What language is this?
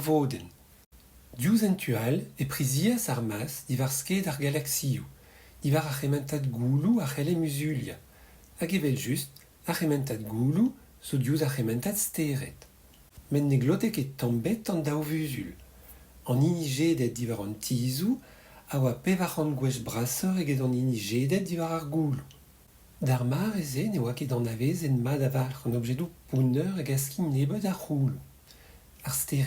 Breton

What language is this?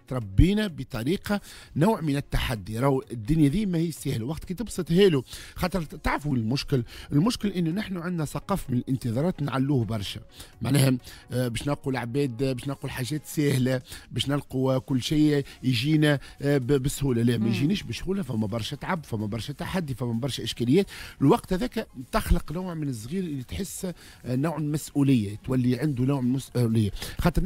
Tunisian Arabic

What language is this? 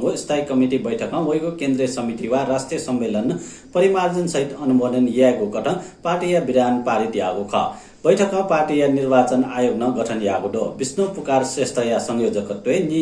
Newari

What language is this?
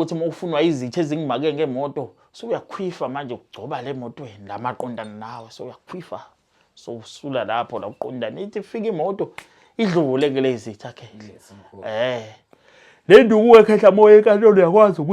Zulu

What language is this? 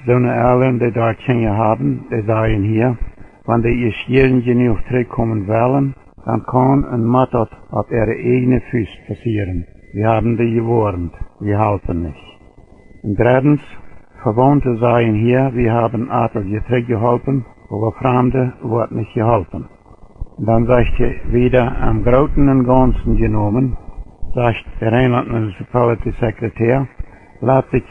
Plautdietsch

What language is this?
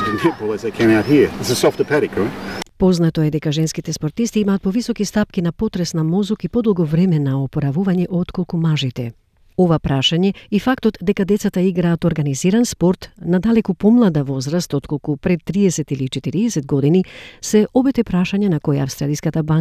Macedonian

